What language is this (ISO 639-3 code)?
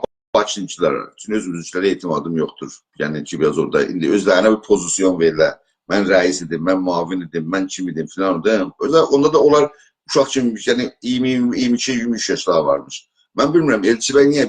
azb